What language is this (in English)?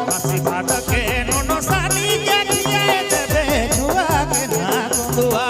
Sadri